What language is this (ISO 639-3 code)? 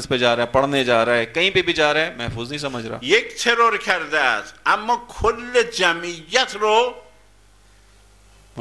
urd